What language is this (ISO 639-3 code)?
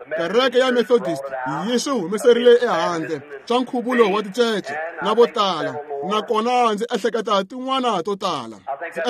tso